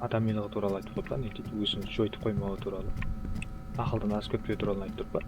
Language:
Kara-Kalpak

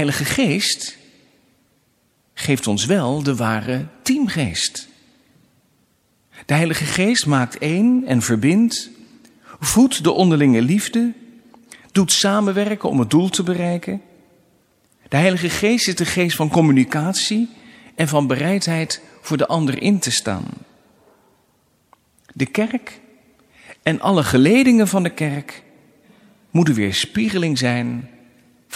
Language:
Dutch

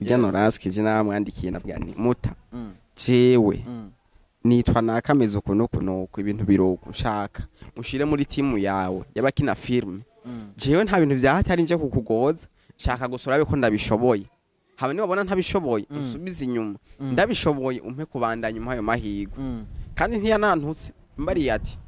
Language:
Rundi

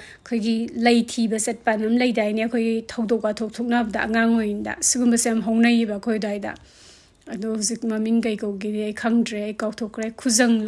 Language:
Manipuri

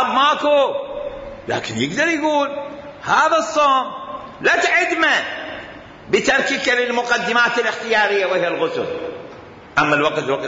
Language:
Mesopotamian Arabic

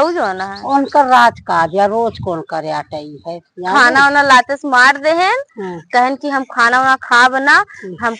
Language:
Awadhi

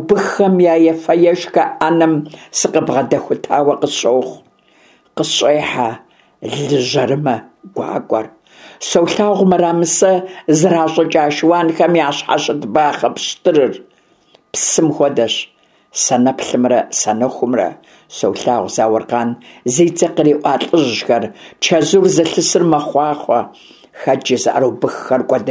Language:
Kabardian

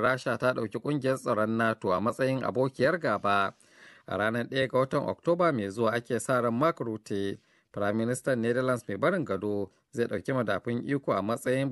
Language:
Hausa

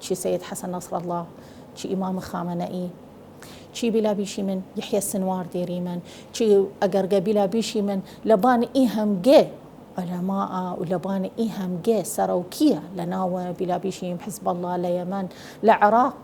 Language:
Southern Kurdish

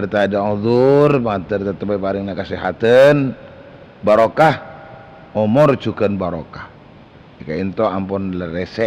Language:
Madurese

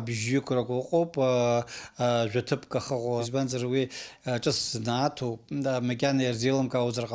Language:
Abkhazian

